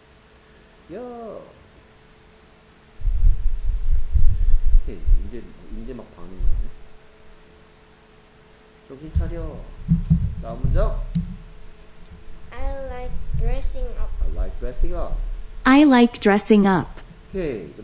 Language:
Korean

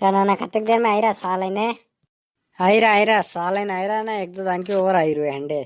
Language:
Rajasthani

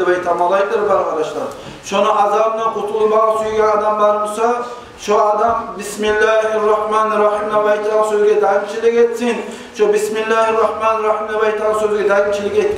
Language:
Kumyk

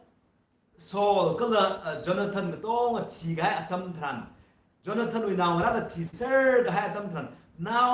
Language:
Tangkhul Naga (India)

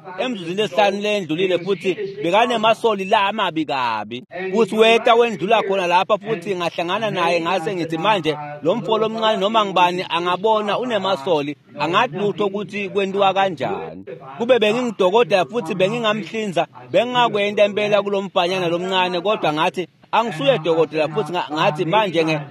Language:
Swati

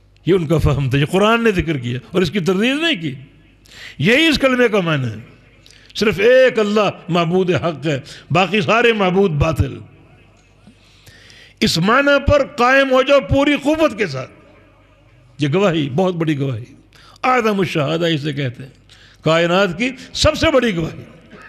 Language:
Urdu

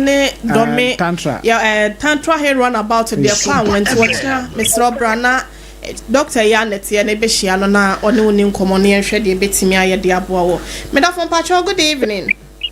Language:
Akan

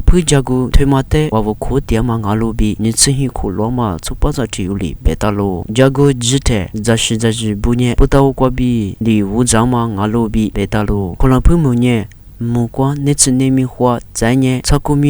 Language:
Lisu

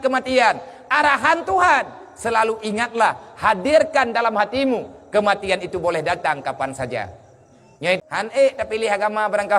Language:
Achinese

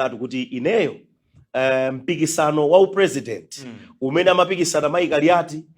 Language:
Nyanja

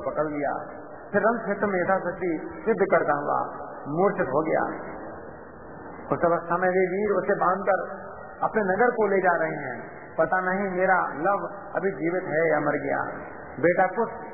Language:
Hindi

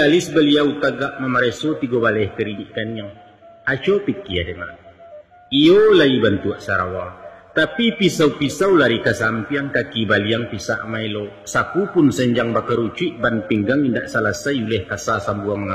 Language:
Minangkabau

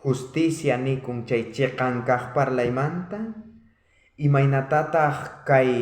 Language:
South Bolivian Quechua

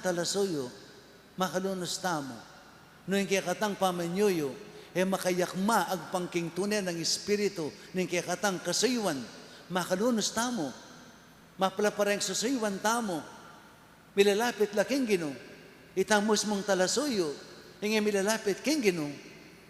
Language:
Pampanga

